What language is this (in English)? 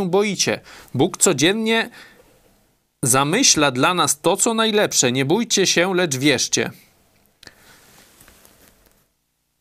Polish